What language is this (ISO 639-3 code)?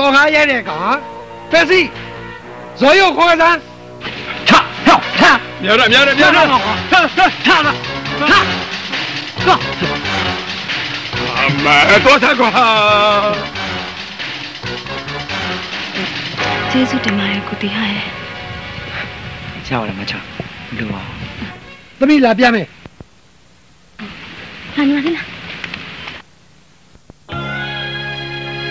mya